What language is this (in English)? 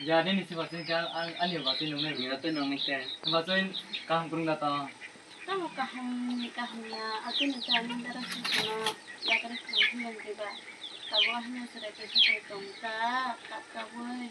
Kok Borok